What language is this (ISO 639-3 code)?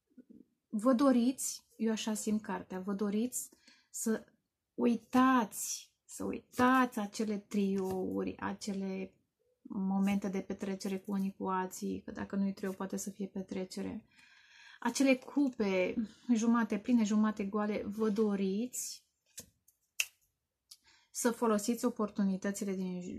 ron